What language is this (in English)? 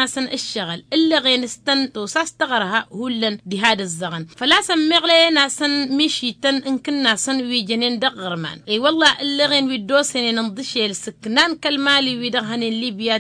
Tamasheq